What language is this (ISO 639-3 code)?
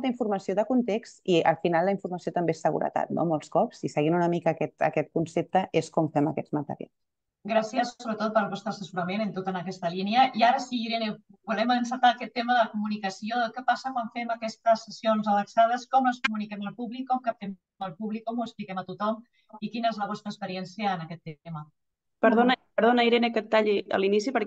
cat